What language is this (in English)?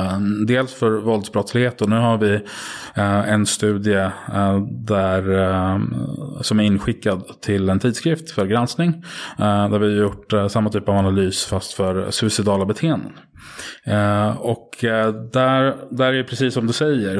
Swedish